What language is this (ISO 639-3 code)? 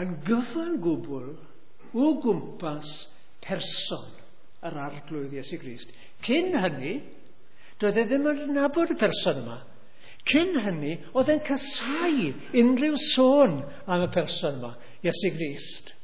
cym